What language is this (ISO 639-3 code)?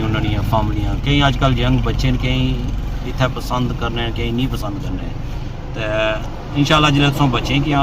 phr